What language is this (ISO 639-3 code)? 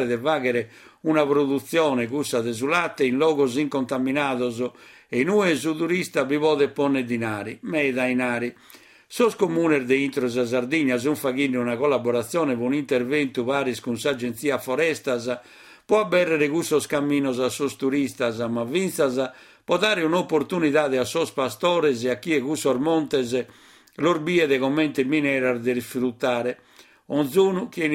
srd